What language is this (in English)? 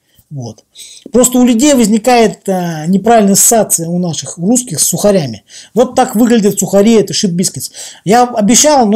Russian